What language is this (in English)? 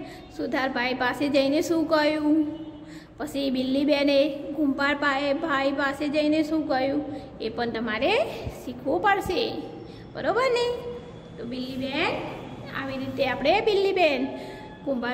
Gujarati